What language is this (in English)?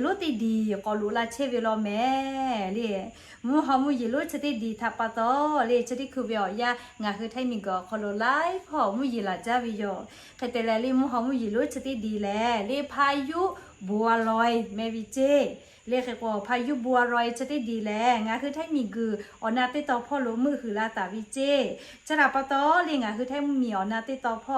Lahu